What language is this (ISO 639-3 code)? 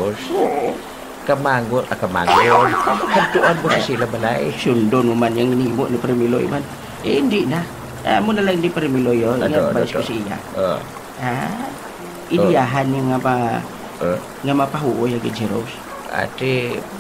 hil